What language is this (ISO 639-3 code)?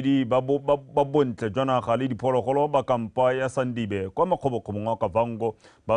tsn